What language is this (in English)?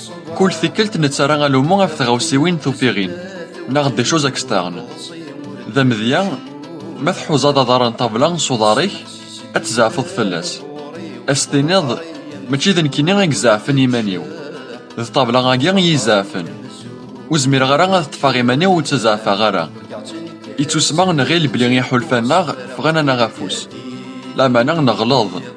Kabyle